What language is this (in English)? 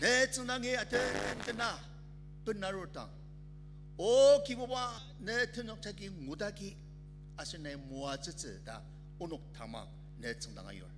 Ao Naga